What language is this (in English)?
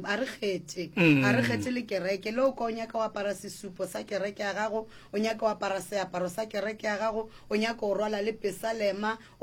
Northern Sotho